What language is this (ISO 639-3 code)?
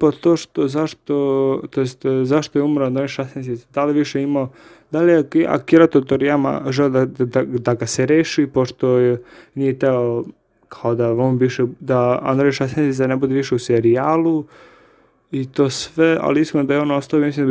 srp